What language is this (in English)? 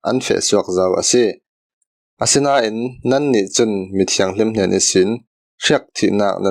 Falam Chin